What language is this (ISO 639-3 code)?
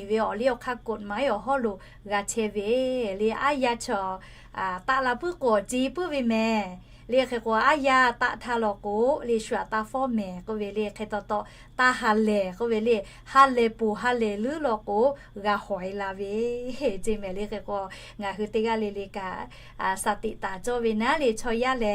lhu